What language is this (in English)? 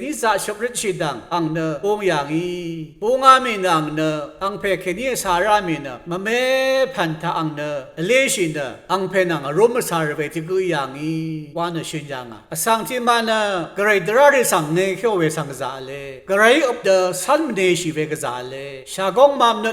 Rawang